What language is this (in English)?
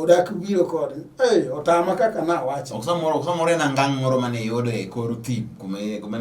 Luo (Kenya and Tanzania)